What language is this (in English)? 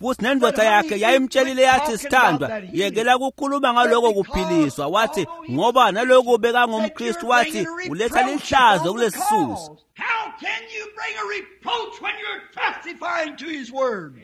Swati